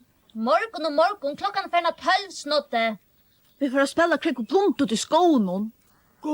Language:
Faroese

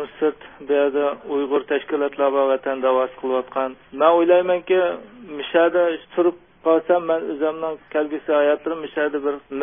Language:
Uyghur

